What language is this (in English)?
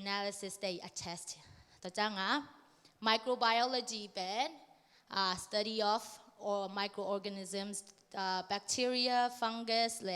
Tedim Chin